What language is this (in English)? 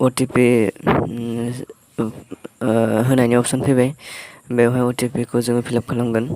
Bodo